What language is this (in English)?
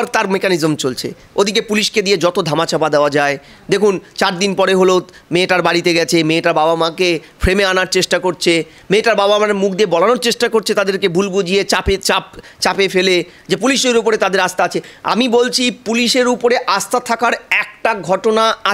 Bangla